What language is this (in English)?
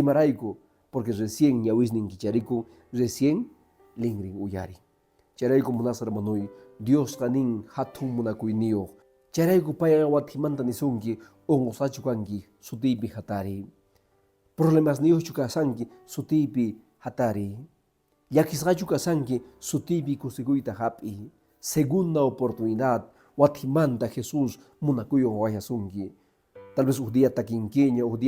Quechua